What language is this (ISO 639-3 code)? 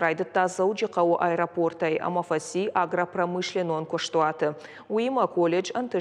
oss